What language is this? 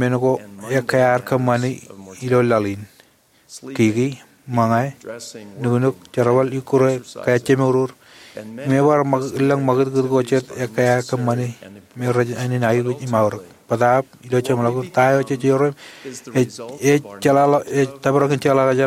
Marshallese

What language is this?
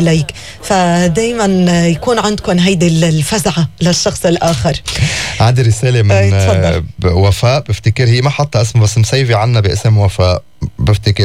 North Levantine Arabic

